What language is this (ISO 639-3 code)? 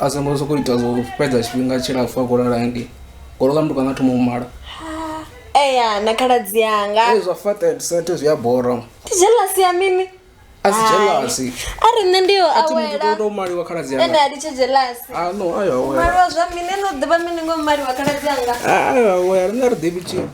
ven